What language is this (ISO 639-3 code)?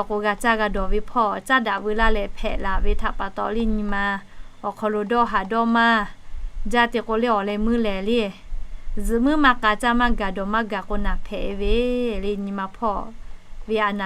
lhu